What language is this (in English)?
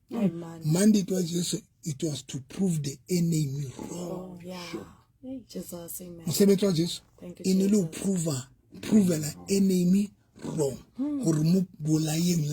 Southern Sotho